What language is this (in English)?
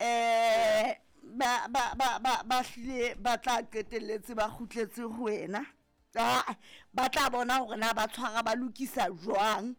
Southern Sotho